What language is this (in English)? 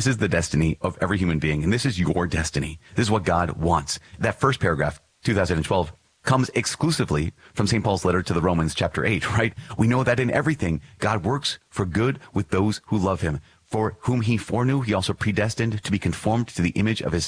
English